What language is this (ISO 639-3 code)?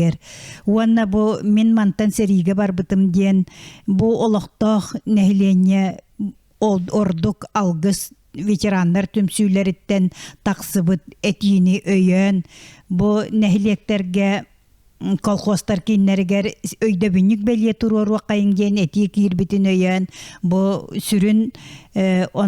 sah